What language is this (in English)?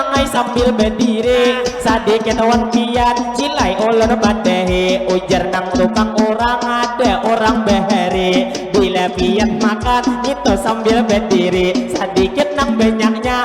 Banjar